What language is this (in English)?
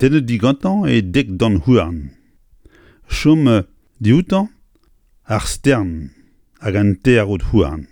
Breton